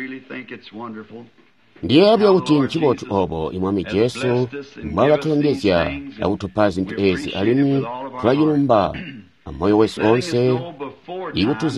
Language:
Tonga (Zambia)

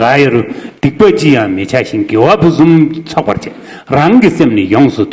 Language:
Tibetan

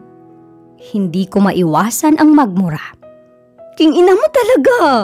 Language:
Filipino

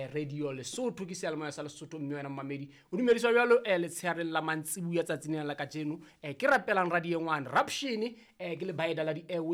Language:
Southern Sotho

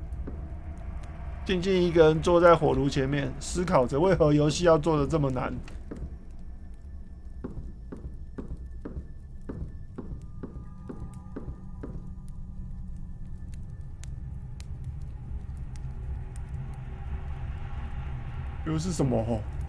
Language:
Chinese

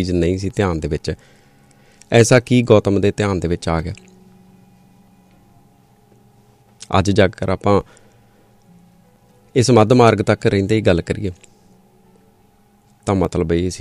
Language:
Punjabi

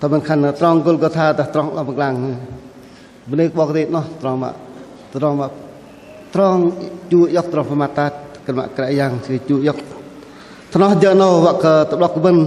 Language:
Bahnar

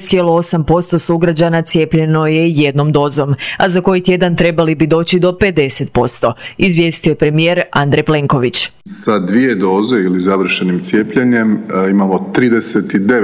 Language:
Croatian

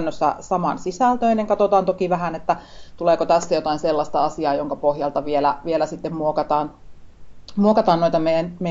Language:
Finnish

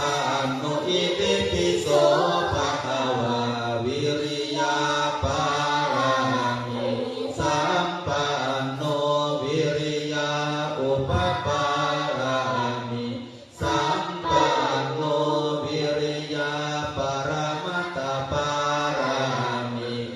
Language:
Pali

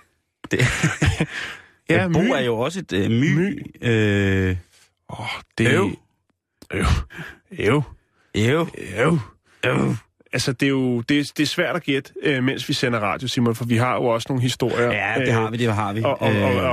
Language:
Danish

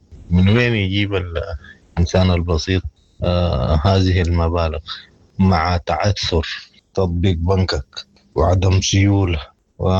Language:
Sudanese Arabic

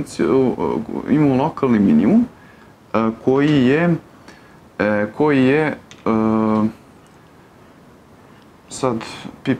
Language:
Serbian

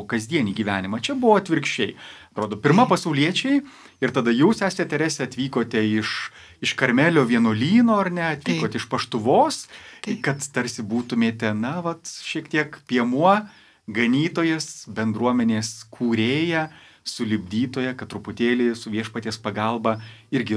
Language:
Lithuanian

